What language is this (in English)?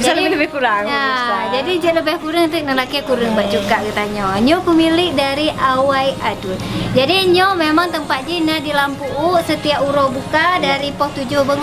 Achinese